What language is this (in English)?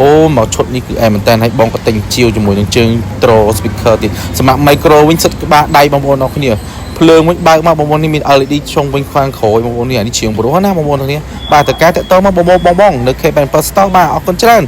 Khmer